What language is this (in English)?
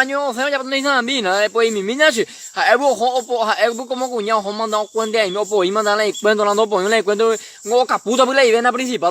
Guarani